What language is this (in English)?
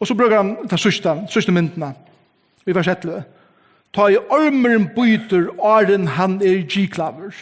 Faroese